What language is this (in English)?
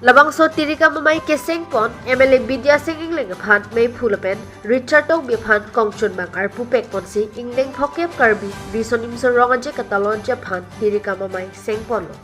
Karbi